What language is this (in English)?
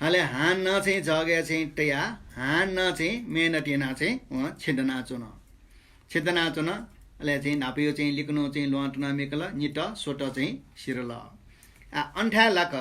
Newari